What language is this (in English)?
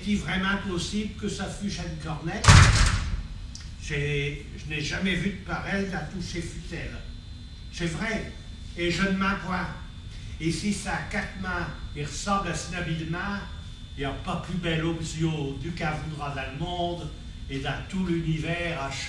Picard